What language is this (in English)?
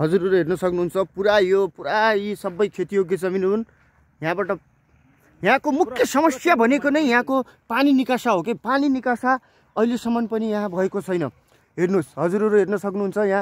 Nepali